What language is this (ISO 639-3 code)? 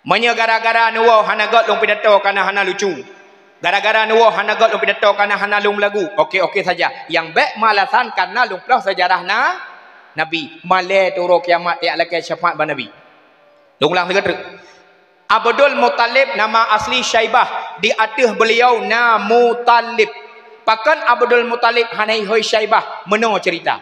ace